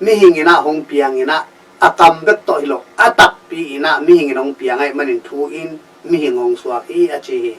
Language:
Tedim Chin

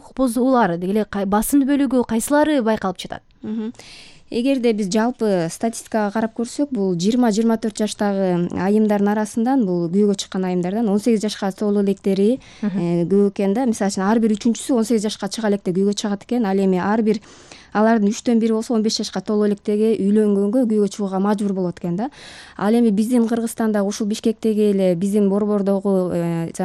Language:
Kyrgyz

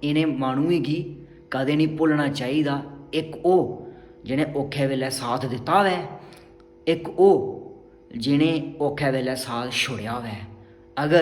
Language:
Dogri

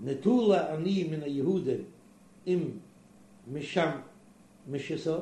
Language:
Yiddish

